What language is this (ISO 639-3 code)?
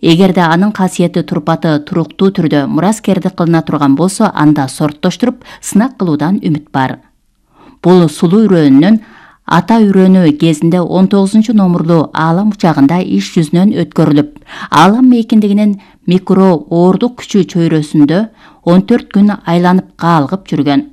kir